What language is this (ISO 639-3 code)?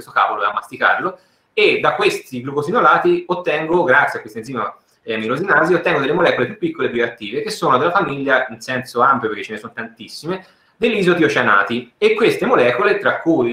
ita